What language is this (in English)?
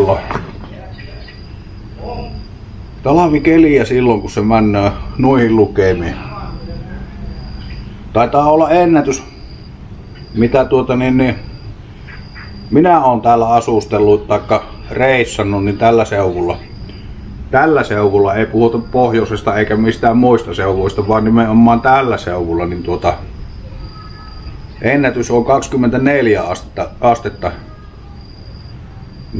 Finnish